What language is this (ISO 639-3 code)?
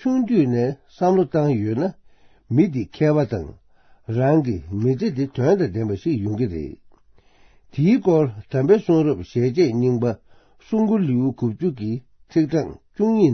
bod